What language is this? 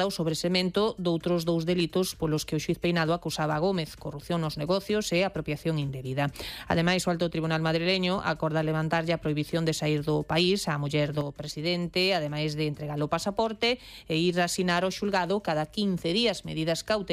Galician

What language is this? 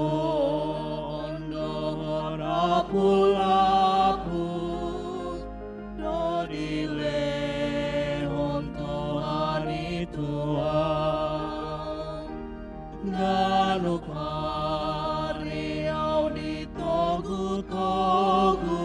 Batak Toba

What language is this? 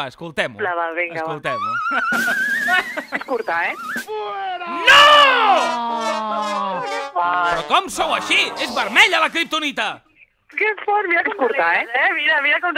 Catalan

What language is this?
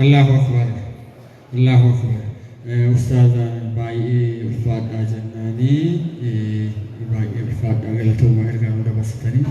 Oromo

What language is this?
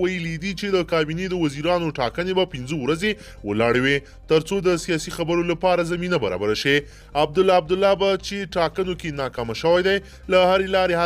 Pashto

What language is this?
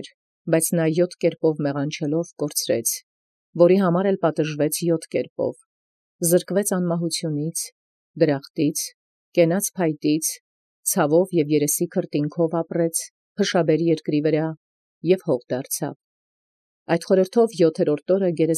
Armenian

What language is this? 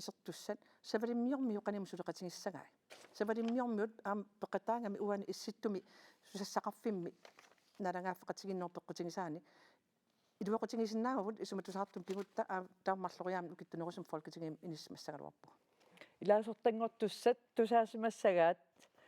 Kalaallisut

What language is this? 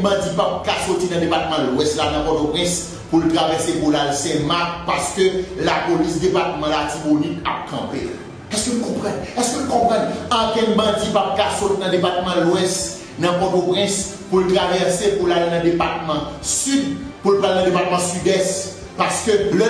Haitian Creole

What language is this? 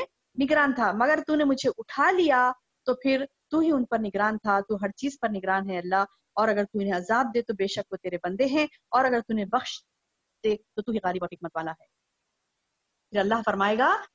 Urdu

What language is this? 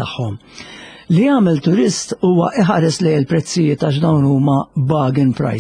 Maltese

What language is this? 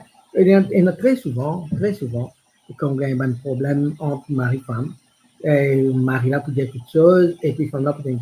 Morisyen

